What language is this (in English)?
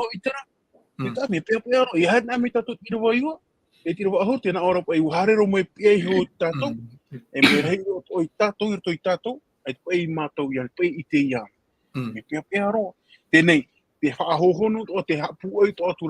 Tahitian